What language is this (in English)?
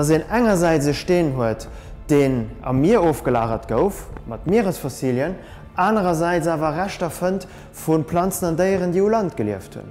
Luxembourgish